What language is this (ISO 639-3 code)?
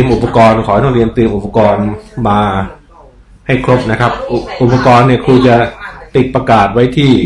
tha